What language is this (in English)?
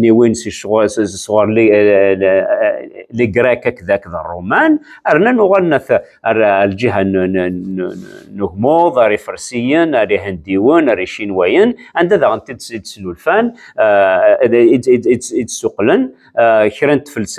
Kabyle